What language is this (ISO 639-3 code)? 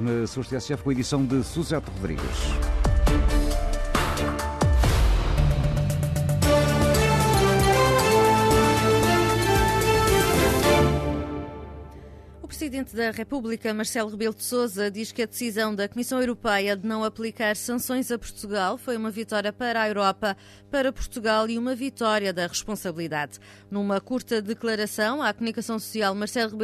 por